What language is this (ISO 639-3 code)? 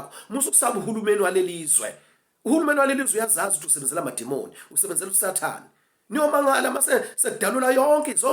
zul